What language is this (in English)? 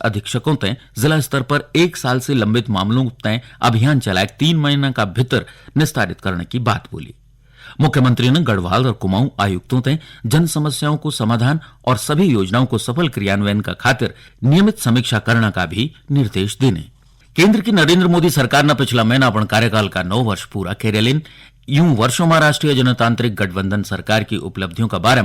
Garhwali